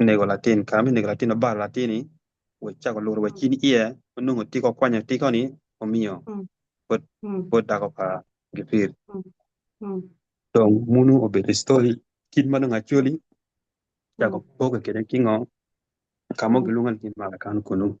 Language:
Acoli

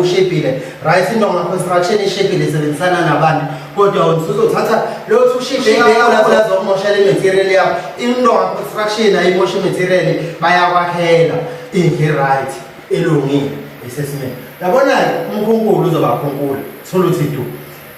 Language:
Zulu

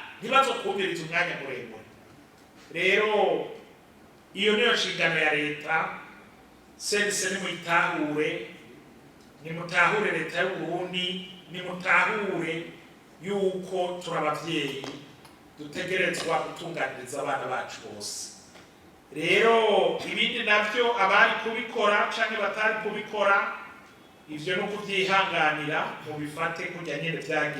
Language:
Rundi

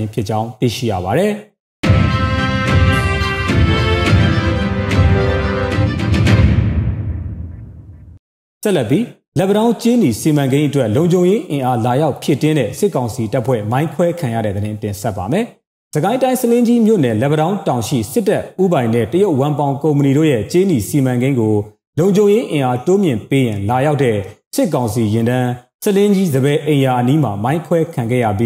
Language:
Burmese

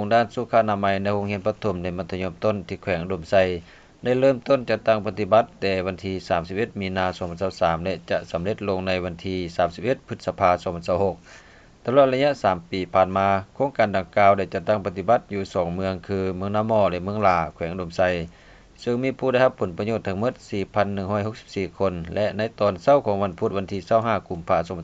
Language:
Lao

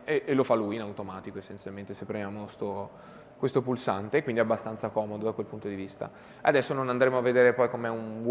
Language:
Italian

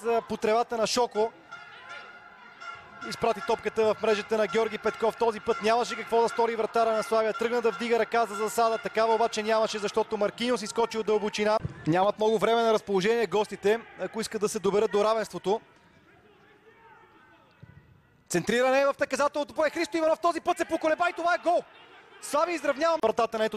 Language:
Bulgarian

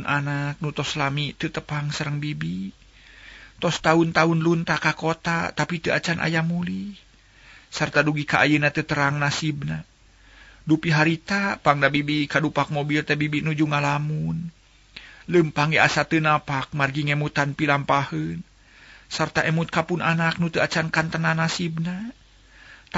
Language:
Sundanese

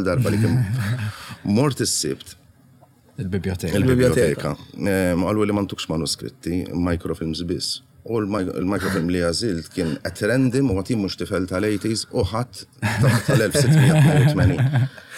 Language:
Maltese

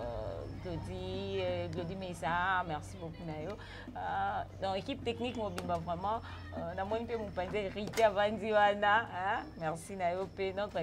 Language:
Lingala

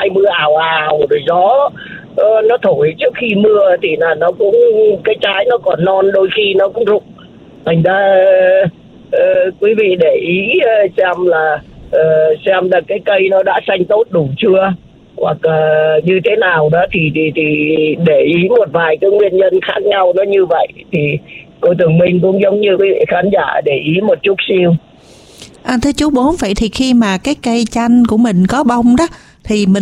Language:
Vietnamese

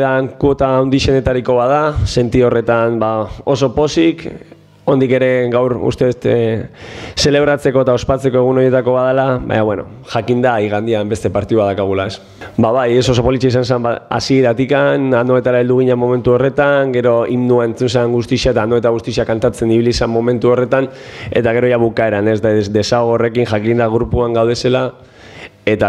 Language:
Basque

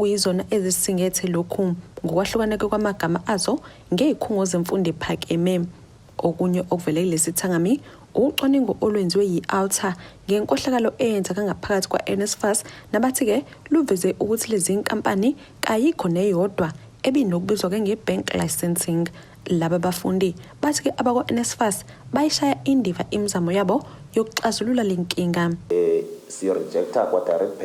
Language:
Zulu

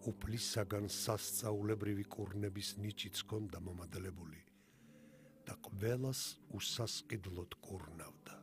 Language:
Georgian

